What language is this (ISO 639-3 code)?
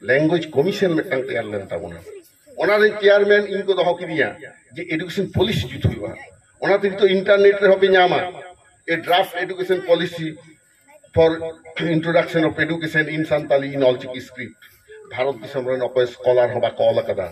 sat